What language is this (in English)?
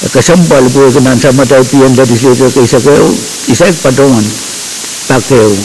Pohnpeian